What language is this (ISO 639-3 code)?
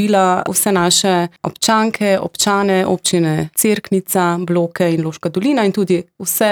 slv